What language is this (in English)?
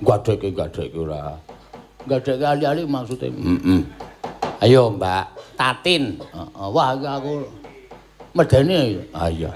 Javanese